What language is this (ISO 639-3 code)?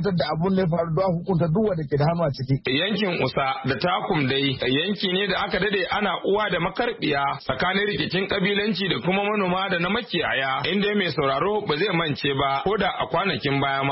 hau